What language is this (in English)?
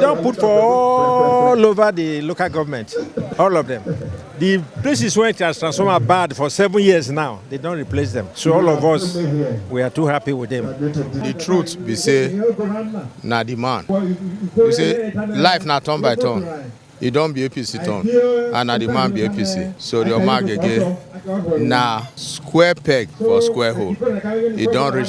Nigerian Pidgin